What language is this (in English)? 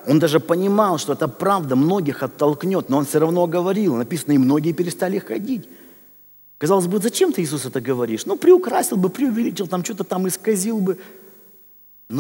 Russian